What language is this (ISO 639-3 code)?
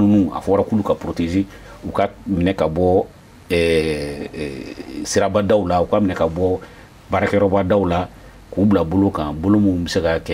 bam